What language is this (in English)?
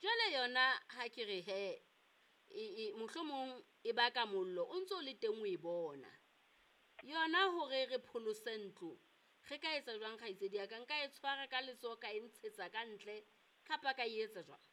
Southern Sotho